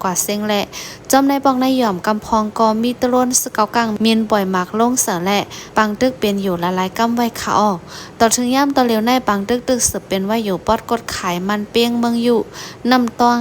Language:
Shan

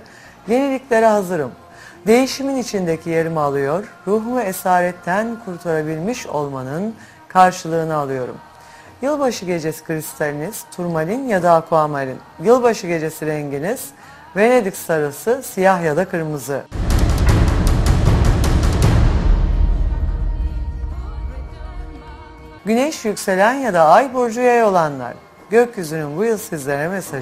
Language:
Turkish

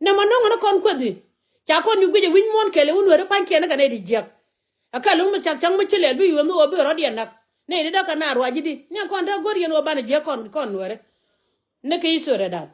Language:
Nuer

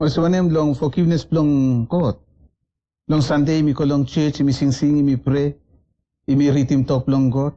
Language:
Bislama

